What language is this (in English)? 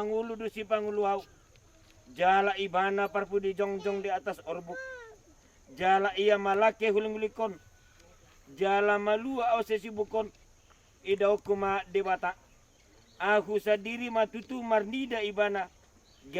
Batak Toba